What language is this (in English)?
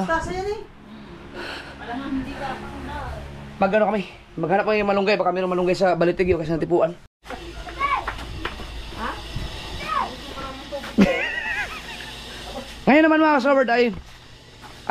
Filipino